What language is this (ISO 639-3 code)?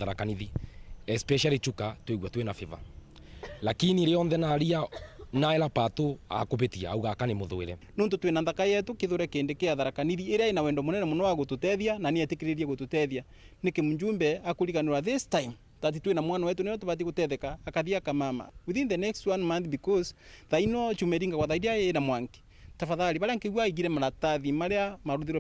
mer